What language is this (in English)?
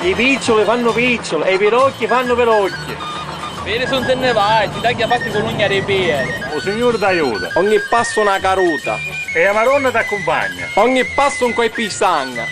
Sicilian